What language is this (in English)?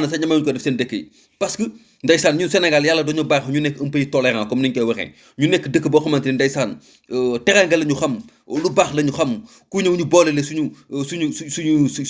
Wolof